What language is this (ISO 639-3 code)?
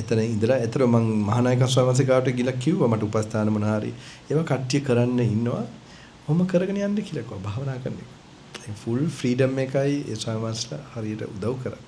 sin